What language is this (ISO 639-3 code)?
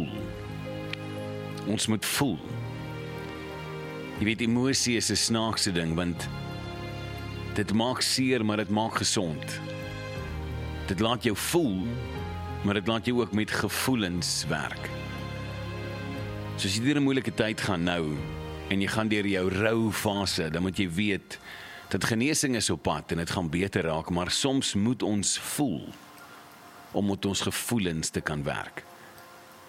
afr